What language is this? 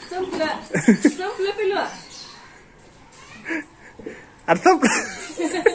Marathi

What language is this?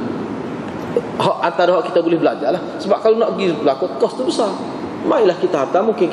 Malay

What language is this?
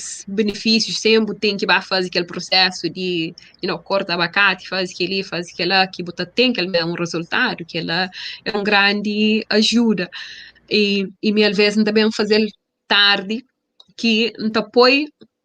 Kabuverdianu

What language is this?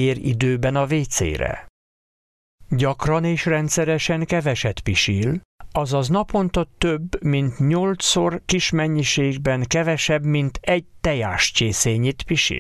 Hungarian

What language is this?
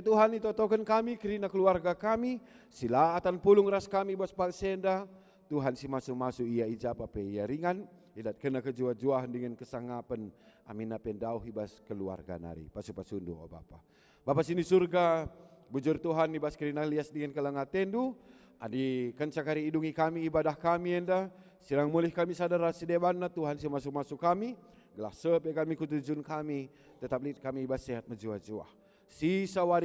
Batak Karo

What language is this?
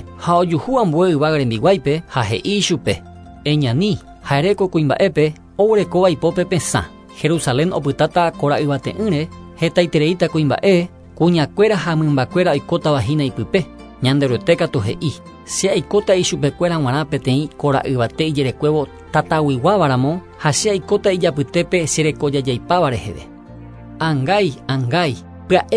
Guarani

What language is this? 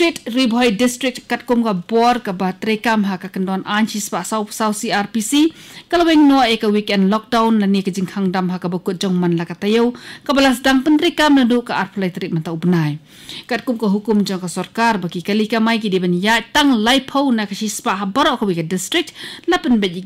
Khasi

